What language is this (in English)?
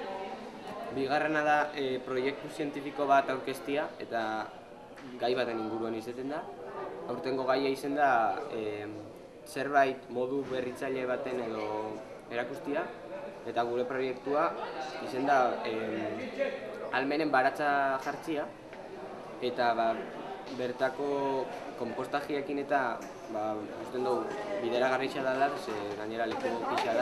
Basque